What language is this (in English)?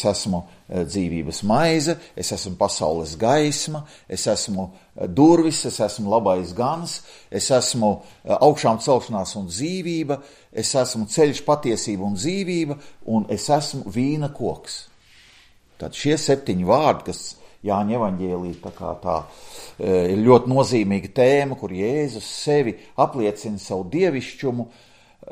Latvian